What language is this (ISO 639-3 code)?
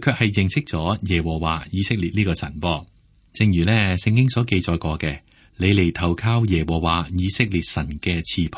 yue